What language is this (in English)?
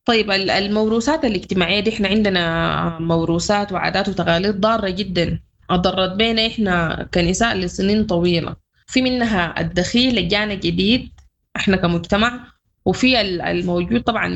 Sudanese Arabic